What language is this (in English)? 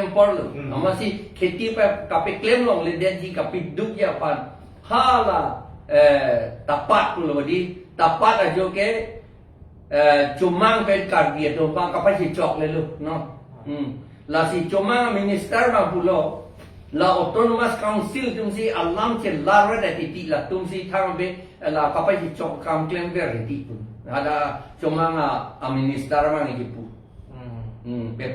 Karbi